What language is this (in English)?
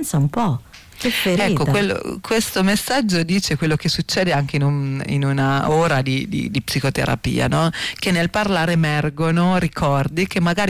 Italian